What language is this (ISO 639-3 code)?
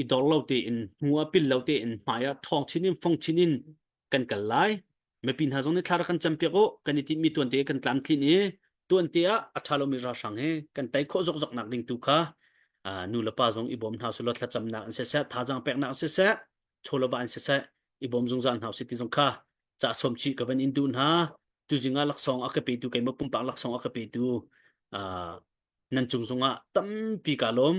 cnh